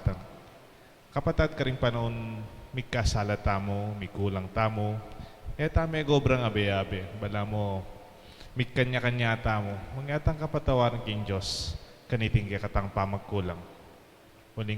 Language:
Pampanga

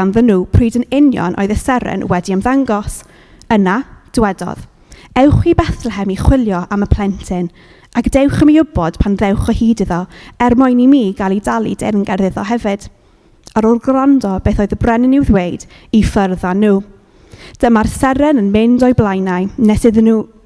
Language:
Welsh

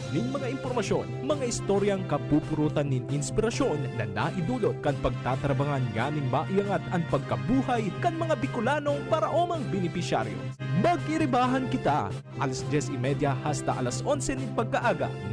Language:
Bikol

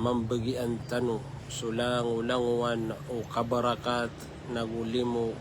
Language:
Maranao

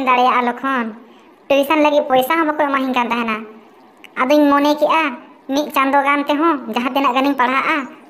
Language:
Santali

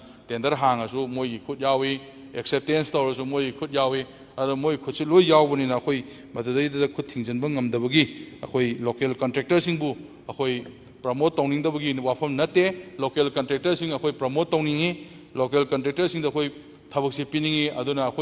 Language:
Manipuri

